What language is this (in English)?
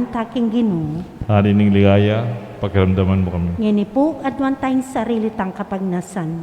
Pampanga